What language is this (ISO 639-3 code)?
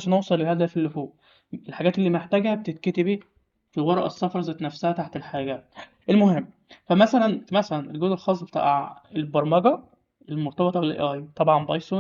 arz